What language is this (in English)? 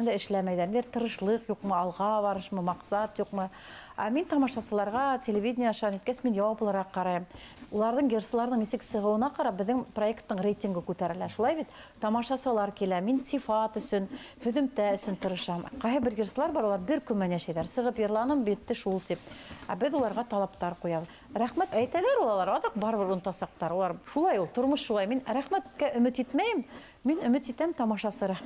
Bashkir